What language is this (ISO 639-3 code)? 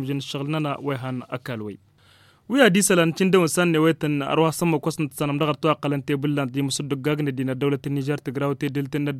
taq